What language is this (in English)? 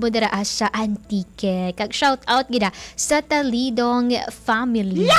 Hiligaynon